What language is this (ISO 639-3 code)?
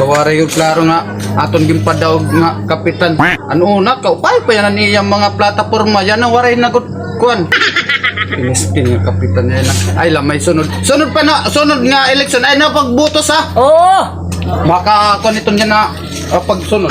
war